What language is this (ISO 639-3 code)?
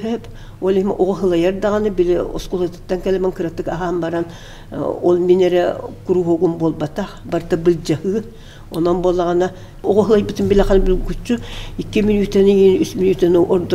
sah